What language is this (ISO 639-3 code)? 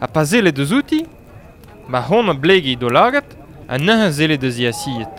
bre